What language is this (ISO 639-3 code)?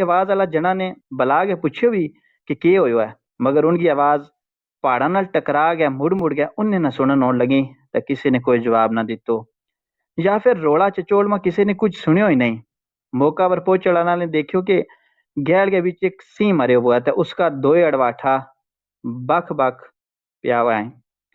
gju